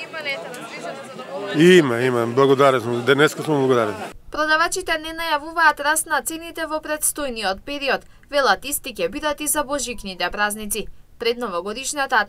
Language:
Macedonian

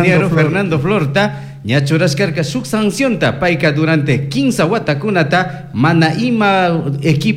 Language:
Chimborazo Highland Quichua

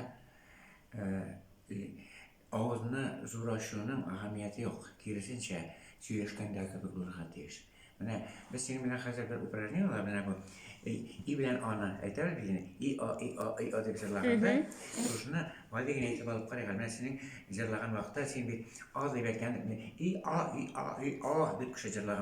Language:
Tatar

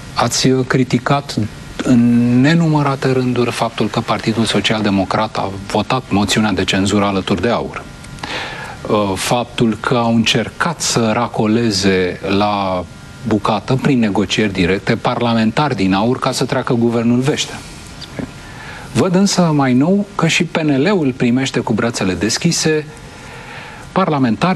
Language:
Romanian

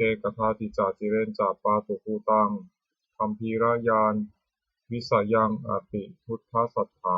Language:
Pali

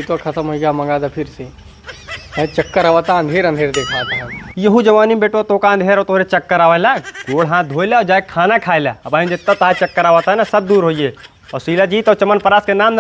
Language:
Awadhi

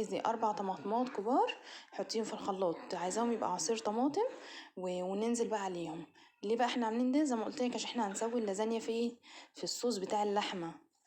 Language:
Egyptian Arabic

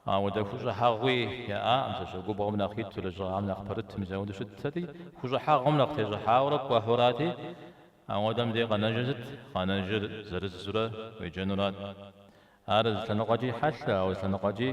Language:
Kabardian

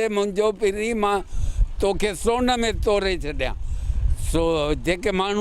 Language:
Sindhi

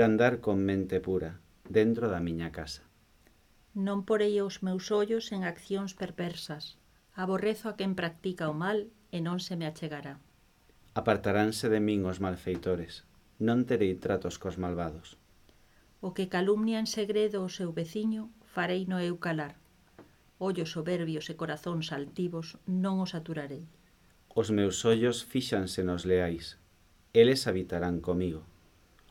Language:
Galician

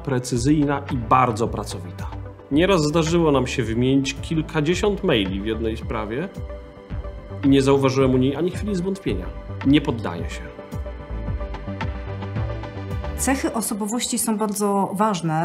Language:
Polish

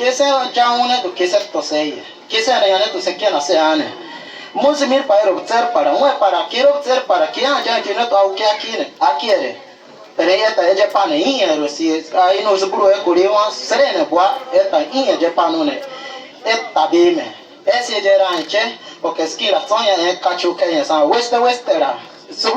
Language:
Bribri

